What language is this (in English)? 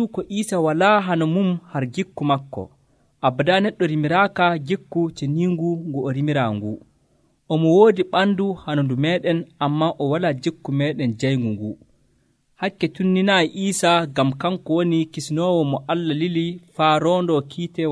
Nigerian Fulfulde